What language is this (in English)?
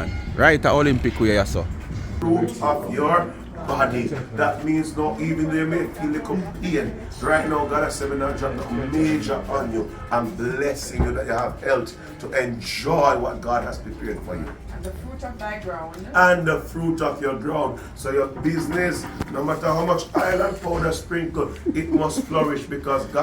Jamaican Creole English